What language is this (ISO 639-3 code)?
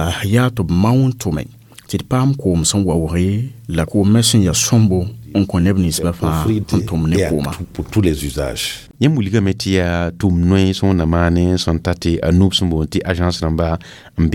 mos